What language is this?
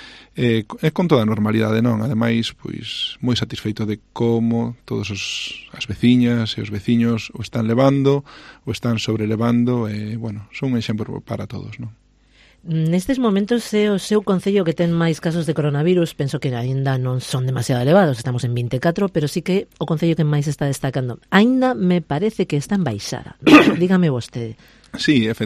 Galician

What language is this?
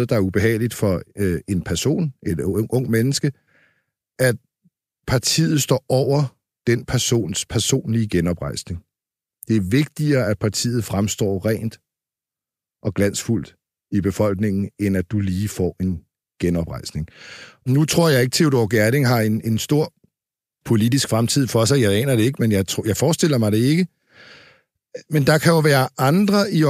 Danish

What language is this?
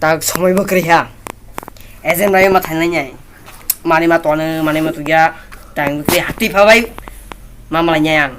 Kok Borok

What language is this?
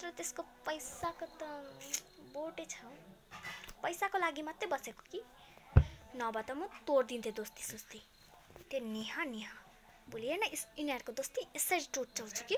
Nepali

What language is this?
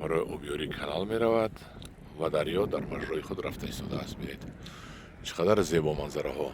Tajik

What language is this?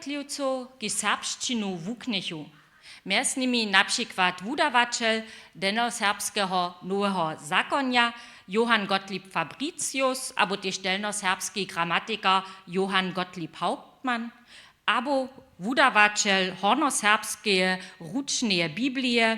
Upper Sorbian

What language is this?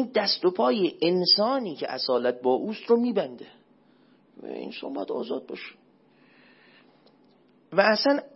Persian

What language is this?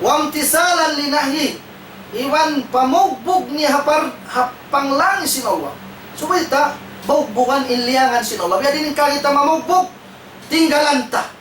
Tausug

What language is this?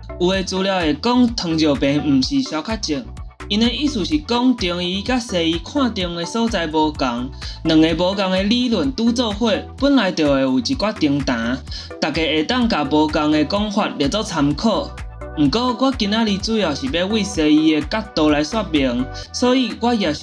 Min Nan Chinese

